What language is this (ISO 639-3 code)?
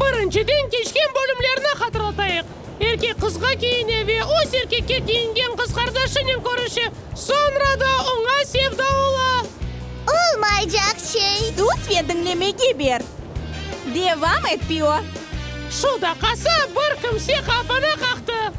crh